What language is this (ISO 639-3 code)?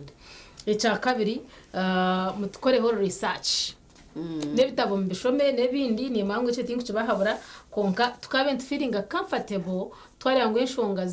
nyn